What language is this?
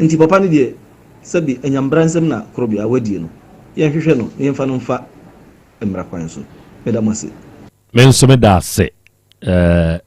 Akan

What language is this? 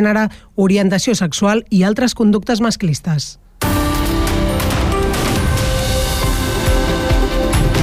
Catalan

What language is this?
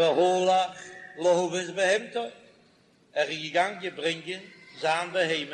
Yiddish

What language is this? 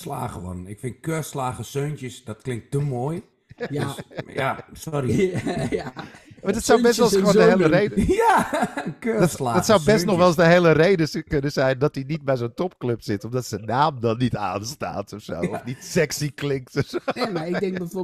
Dutch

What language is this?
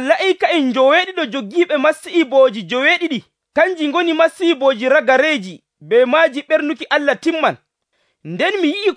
Nigerian Fulfulde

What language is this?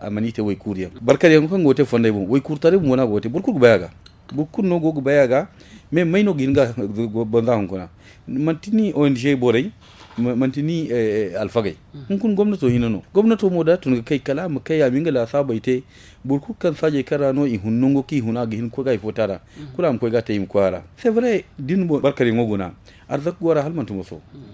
Zarma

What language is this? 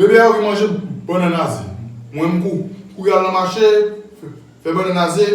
Haitian Creole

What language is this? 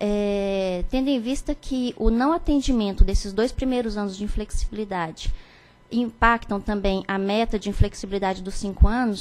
Portuguese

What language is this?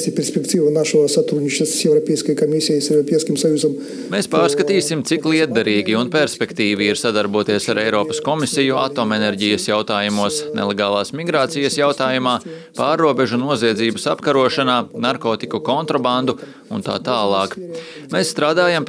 Latvian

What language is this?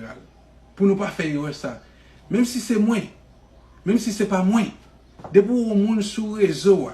Haitian Creole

